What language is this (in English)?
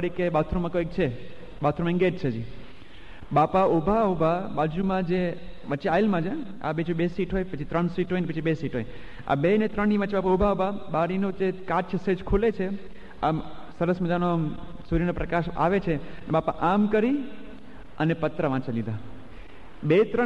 Gujarati